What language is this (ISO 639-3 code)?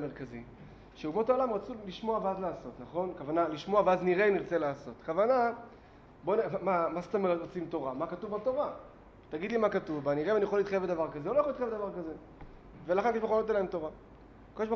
heb